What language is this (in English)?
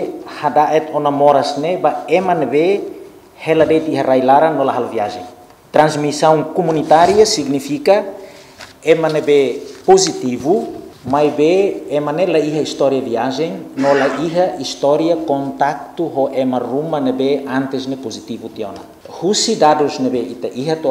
Tetum